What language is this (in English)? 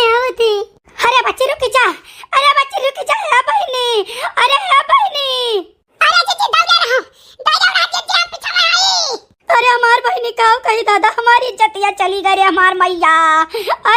Awadhi